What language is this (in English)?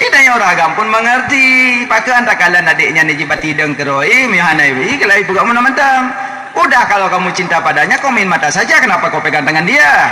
Achinese